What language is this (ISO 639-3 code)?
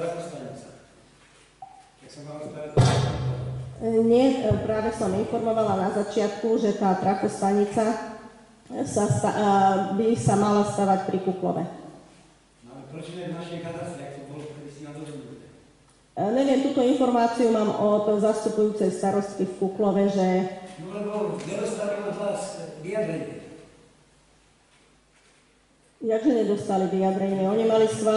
slk